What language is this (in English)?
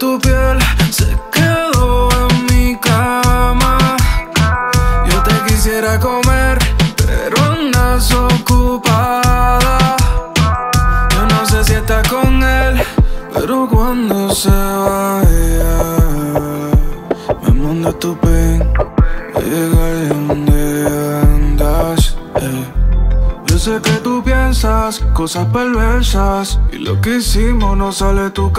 Spanish